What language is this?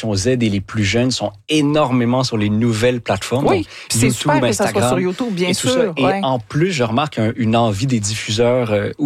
French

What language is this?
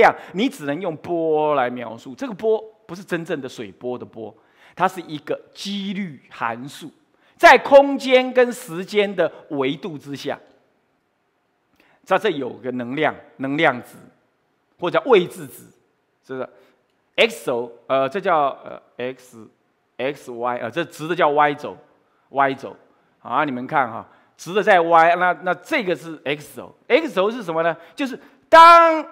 Chinese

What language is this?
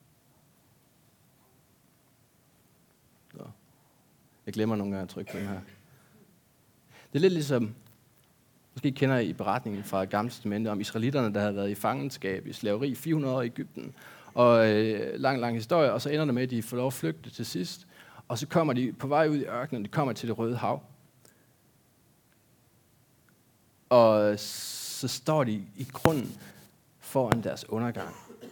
Danish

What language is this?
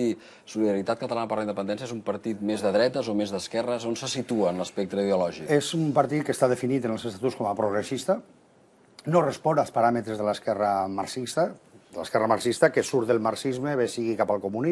Catalan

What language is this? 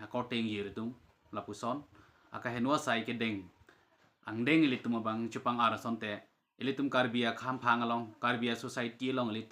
Karbi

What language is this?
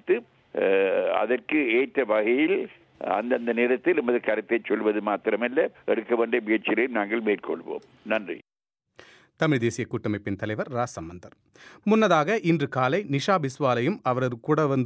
Tamil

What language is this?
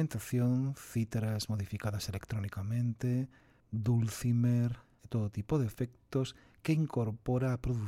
Galician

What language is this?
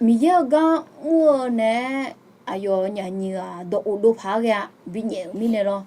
Akha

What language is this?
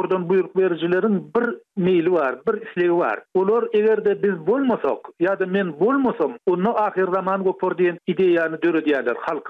Turkmen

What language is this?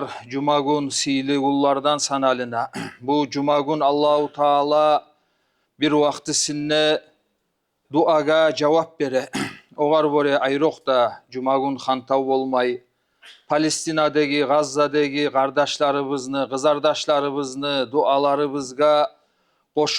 Kumyk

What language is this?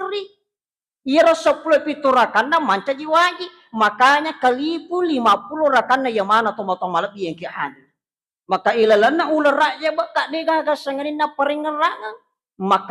Buginese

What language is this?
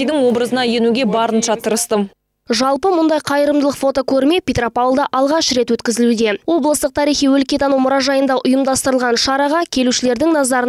Kazakh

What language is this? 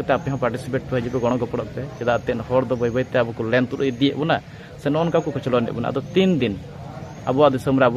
Santali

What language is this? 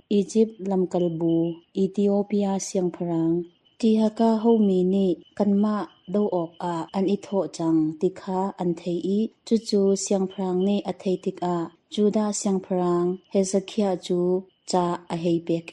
Hakha Chin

